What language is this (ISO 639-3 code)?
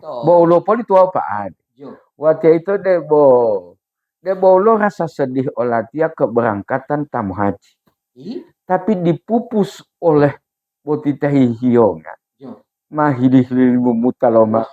gor